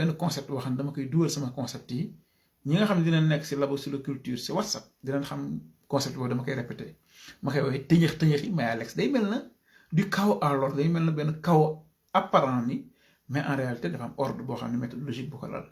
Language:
Wolof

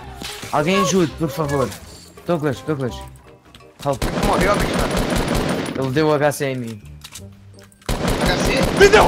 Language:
Portuguese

